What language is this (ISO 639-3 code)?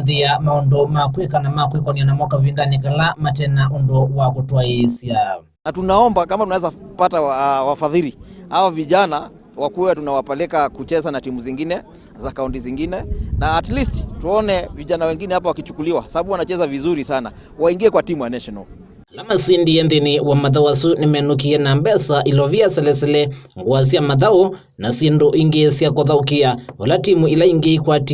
kam